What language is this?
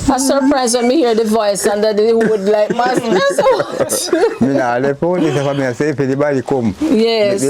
Jamaican Creole English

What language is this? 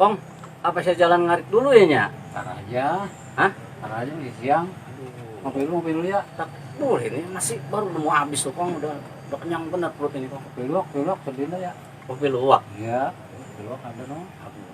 Betawi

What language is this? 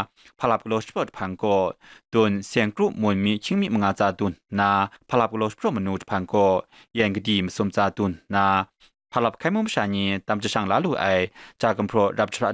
Kachin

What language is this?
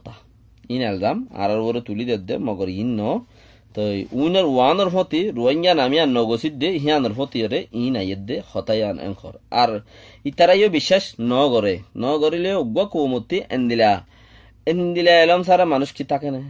Rohingya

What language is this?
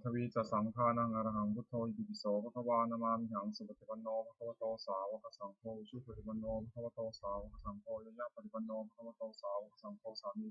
Pali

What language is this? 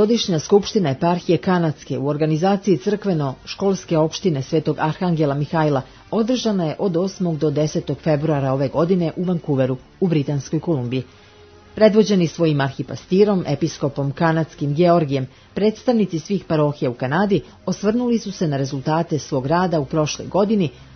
Serbian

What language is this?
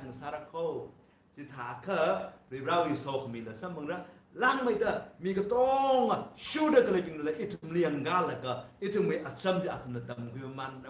Tangkhul Naga (India)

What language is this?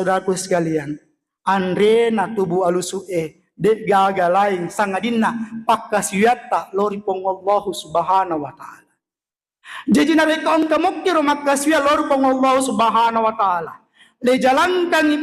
Buginese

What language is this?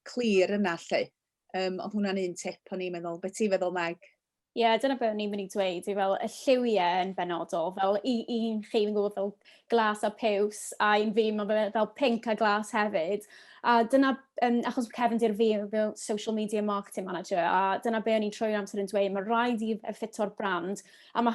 Welsh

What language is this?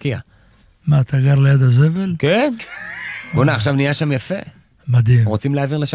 Hebrew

